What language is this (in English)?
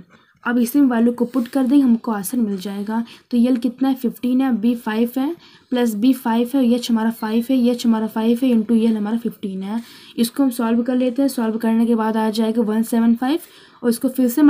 Hindi